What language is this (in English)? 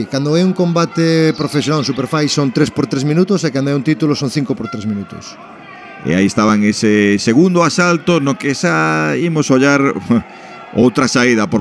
Galician